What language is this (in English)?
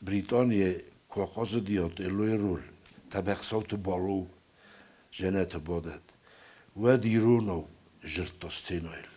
Ossetic